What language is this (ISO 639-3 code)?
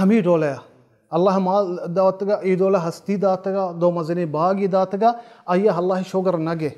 bal